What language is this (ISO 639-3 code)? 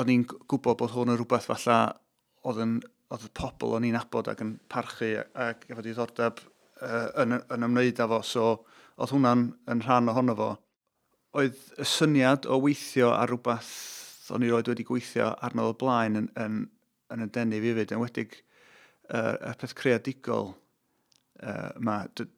cym